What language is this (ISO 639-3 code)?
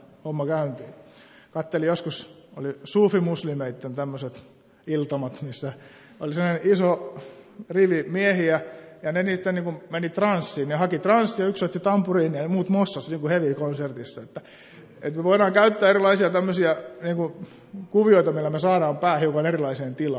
fin